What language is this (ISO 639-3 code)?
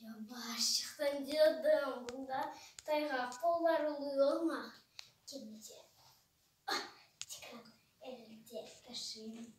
crh